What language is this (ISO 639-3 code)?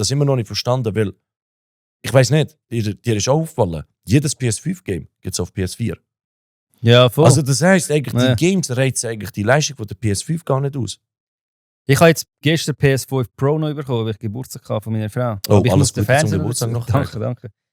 gsw